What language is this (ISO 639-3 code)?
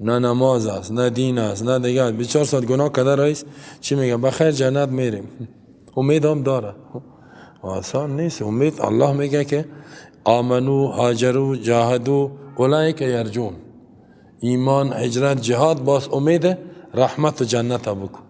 fas